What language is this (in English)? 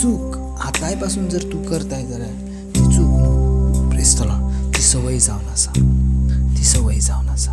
Konkani